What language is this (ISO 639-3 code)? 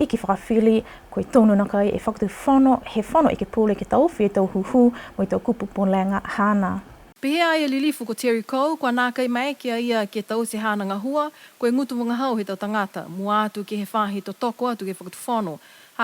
niu